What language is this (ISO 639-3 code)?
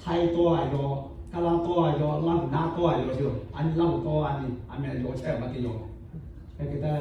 lhu